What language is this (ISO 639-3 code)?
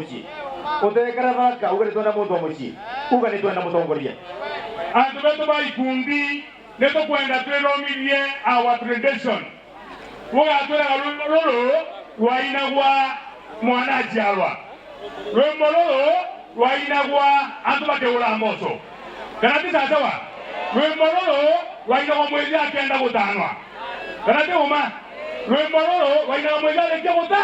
mer